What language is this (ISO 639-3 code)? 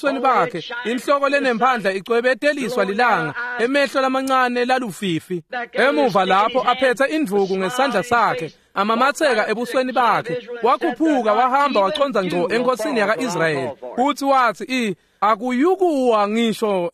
ssw